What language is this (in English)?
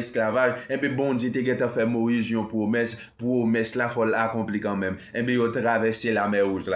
Haitian Creole